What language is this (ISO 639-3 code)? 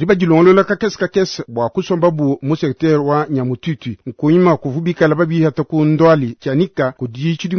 lua